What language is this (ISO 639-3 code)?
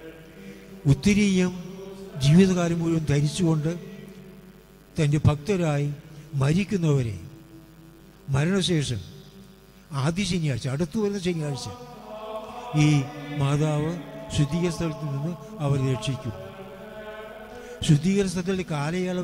mal